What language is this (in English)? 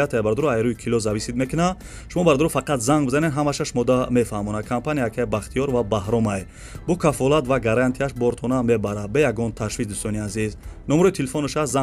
Tajik